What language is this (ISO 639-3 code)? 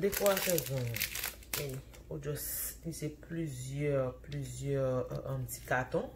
hat